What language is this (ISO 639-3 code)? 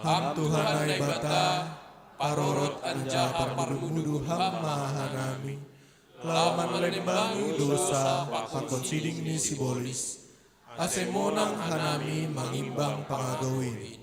bts